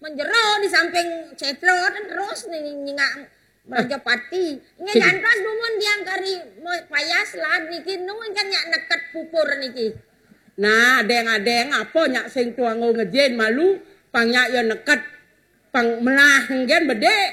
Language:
Balinese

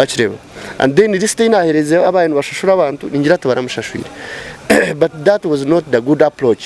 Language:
Nyankole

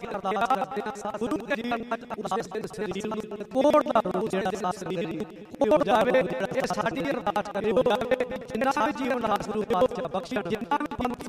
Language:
Punjabi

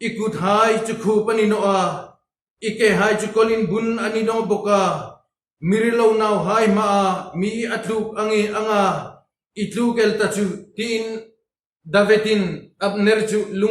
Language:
Hmar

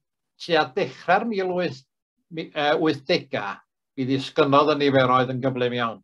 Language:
Welsh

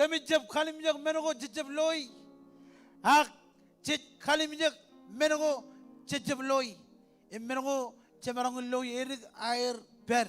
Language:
Marshallese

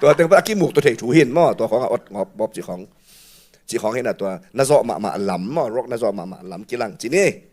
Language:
Tedim Chin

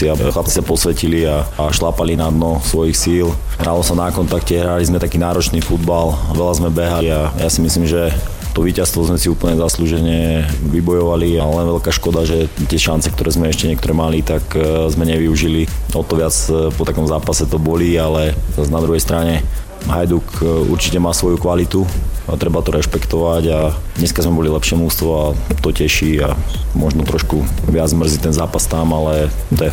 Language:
Slovak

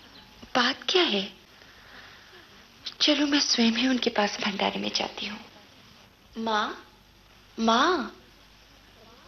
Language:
Hindi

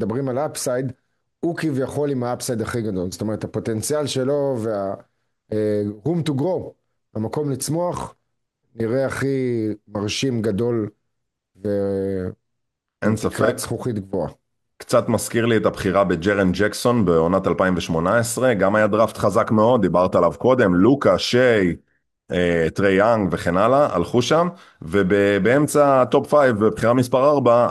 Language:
Hebrew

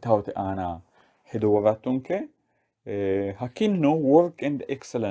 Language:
Sidamo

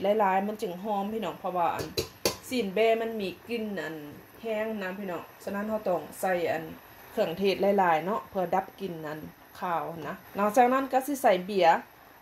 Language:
Lao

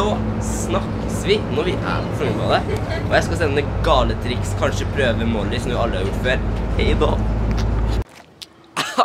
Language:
Norwegian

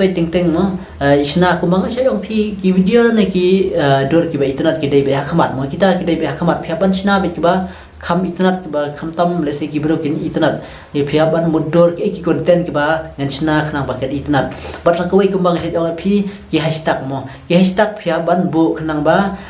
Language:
Khasi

